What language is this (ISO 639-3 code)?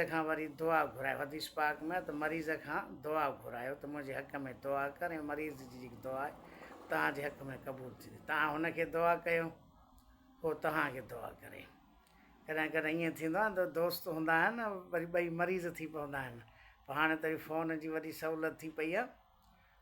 snd